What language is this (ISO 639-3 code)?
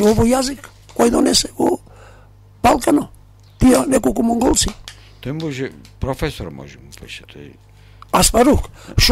mkd